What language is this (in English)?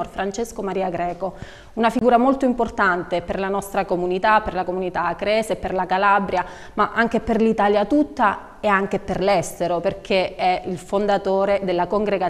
Italian